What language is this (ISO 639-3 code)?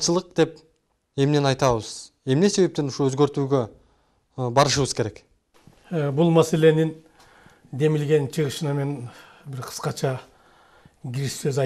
kir